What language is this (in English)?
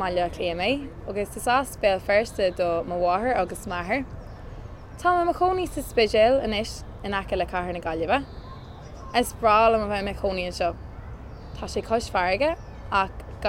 Irish